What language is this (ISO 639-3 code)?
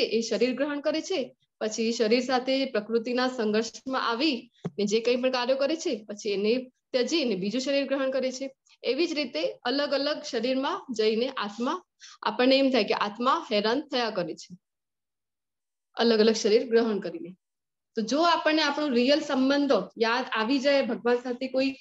guj